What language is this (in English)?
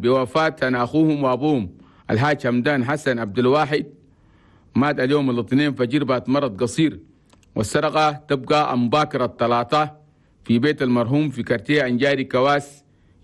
Chadian Arabic